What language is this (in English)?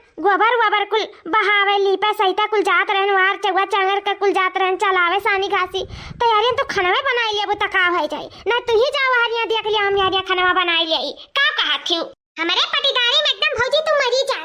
Awadhi